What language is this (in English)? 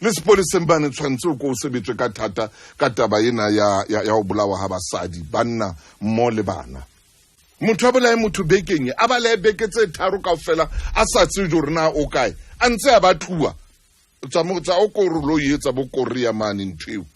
Southern Sotho